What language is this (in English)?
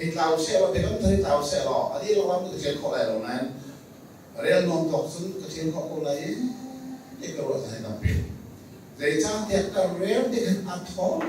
Hakha Chin